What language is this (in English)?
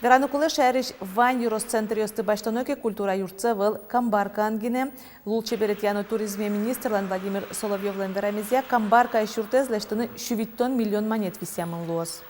Udmurt